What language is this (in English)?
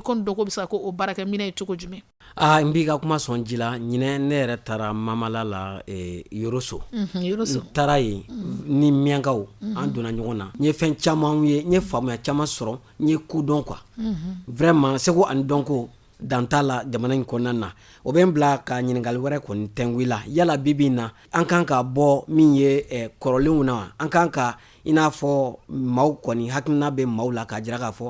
Bambara